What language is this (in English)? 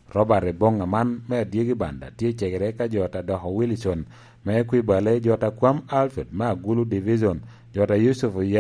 Lango (Uganda)